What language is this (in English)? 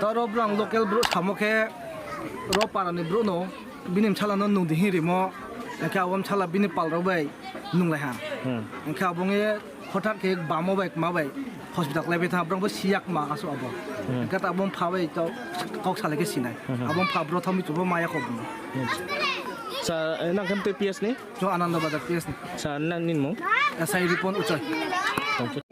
Riang (India)